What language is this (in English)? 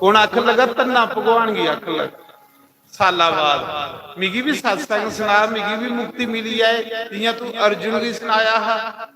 Dogri